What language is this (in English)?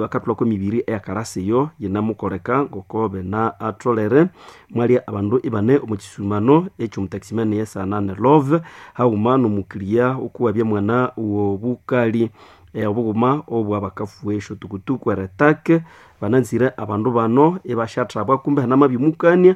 Nande